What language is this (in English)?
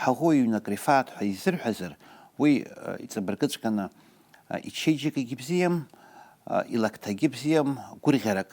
Abkhazian